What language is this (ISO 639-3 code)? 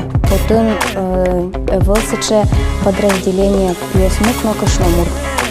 udm